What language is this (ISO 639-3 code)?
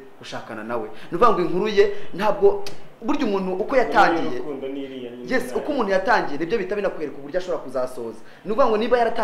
kin